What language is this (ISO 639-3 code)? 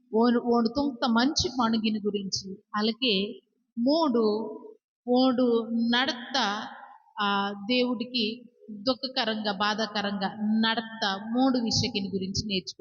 kff